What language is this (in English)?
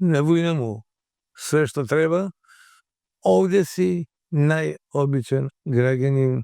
Macedonian